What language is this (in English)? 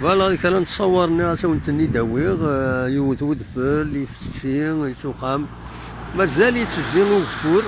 Kabyle